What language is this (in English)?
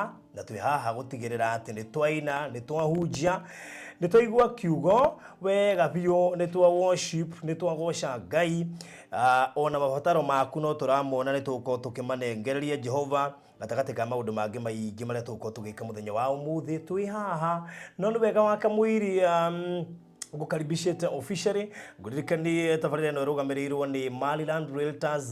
Kikuyu